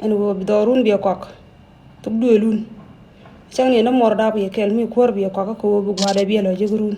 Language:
Nuer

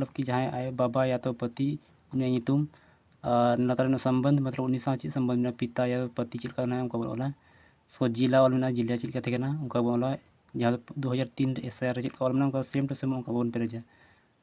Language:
Santali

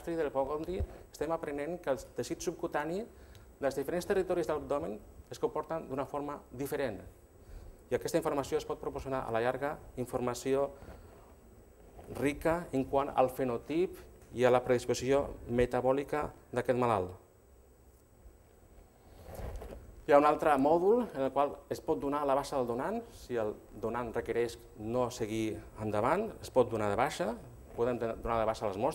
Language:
Catalan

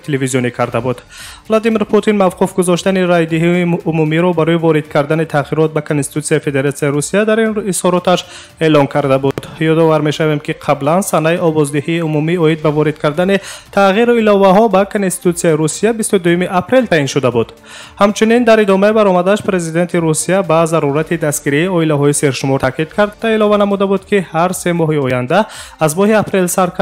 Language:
Tajik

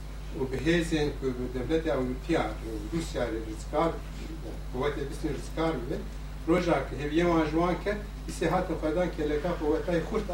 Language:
Kurdish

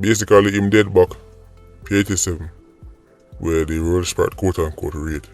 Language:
Jamaican Creole English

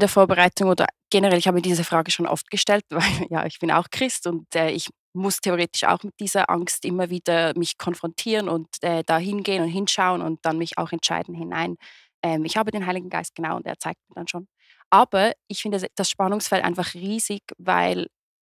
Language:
Swiss German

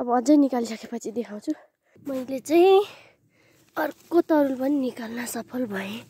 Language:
Nepali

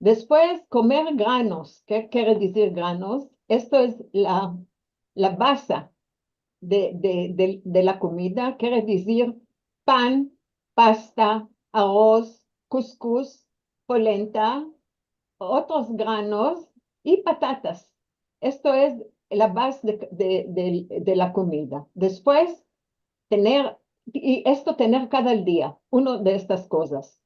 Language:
Ladino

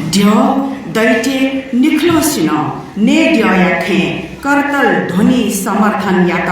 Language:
Newari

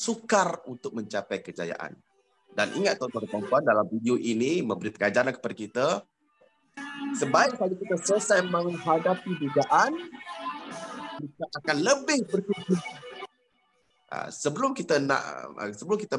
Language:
Malay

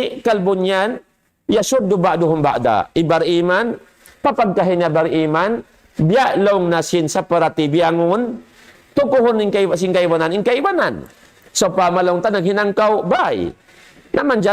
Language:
Tausug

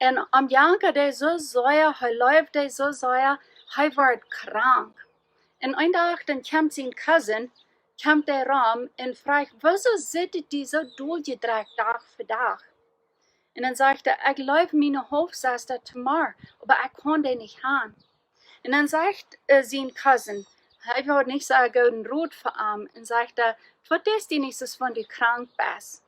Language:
Plautdietsch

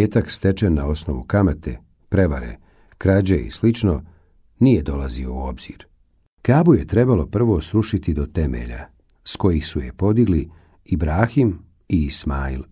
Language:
Bosnian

